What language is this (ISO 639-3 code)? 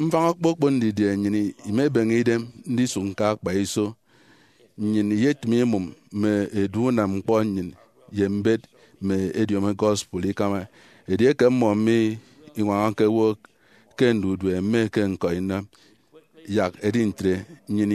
efi